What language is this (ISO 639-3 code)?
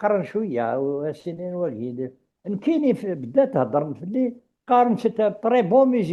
kab